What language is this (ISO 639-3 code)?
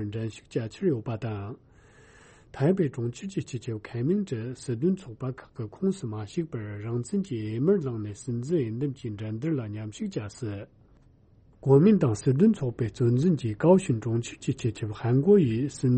bod